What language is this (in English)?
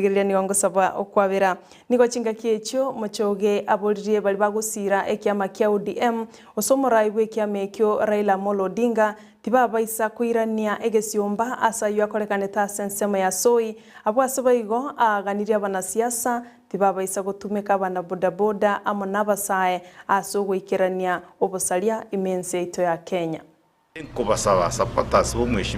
Gusii